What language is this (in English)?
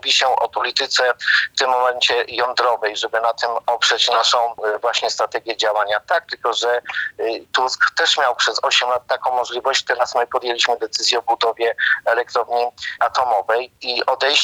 Polish